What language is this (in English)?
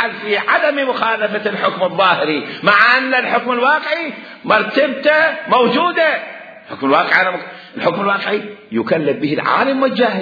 Mesopotamian Arabic